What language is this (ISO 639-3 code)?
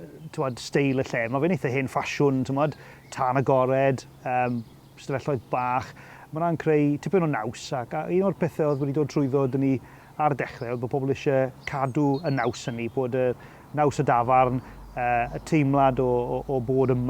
cym